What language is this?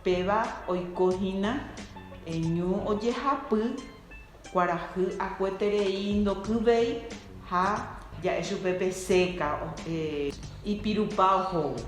Guarani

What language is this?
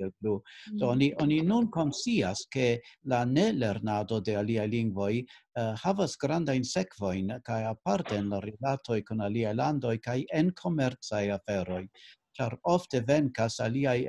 Esperanto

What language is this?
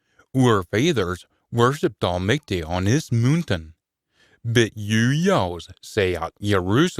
Scots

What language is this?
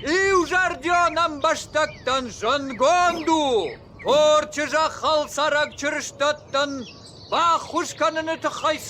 Ossetic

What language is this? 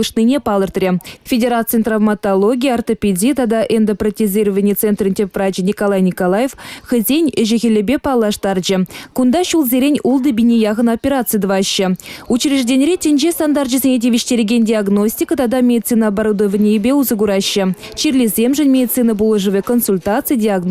Chuvash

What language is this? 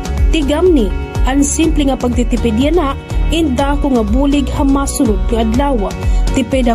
Waray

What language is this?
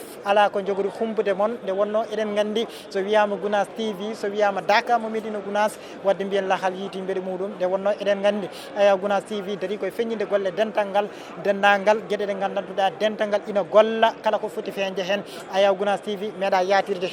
Fula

